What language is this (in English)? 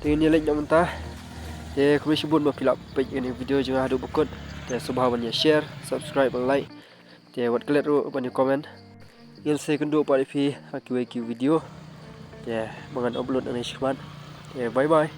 Khasi